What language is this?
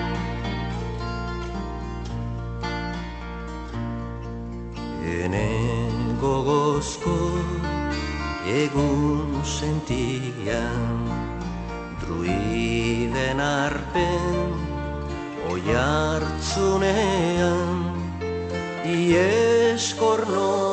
Basque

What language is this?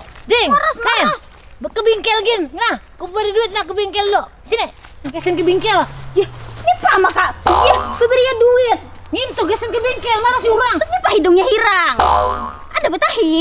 Banjar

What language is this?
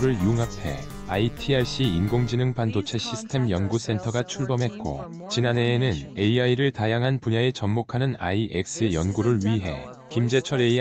Korean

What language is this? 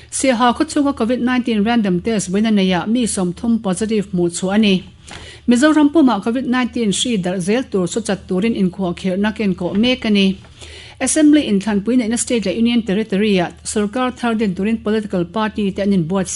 Mizo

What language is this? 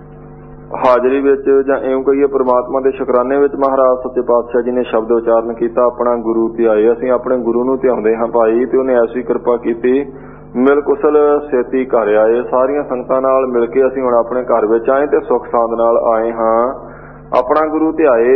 Punjabi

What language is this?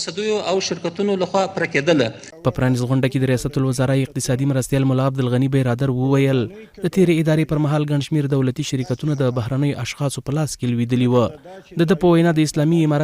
Pashto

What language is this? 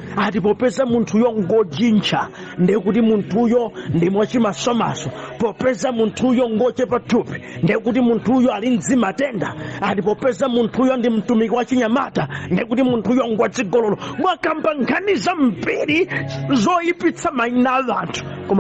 Nyanja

